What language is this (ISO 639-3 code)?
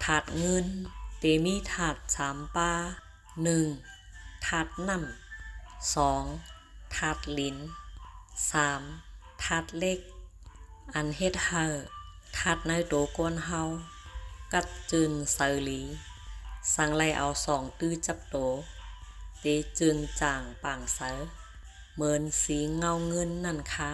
shn